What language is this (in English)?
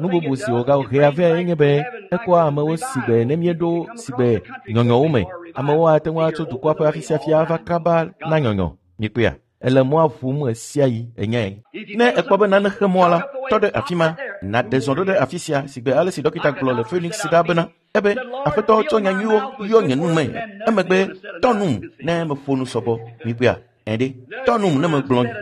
Ewe